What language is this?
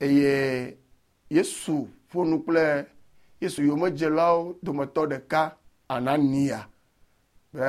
Ewe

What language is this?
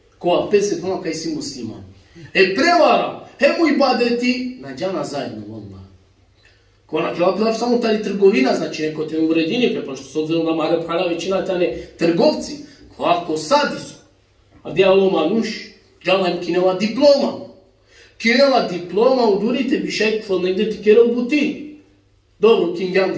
Balkan Romani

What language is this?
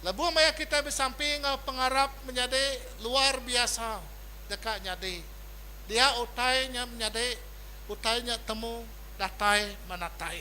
Iban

